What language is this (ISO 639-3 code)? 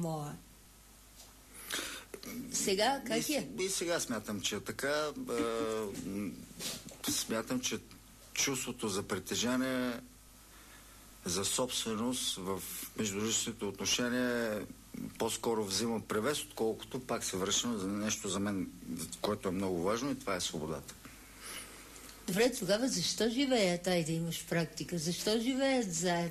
bul